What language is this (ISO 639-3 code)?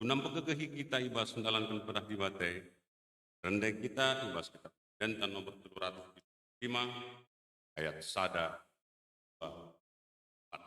btx